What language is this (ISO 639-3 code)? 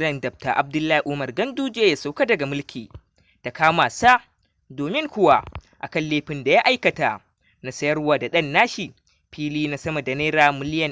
hau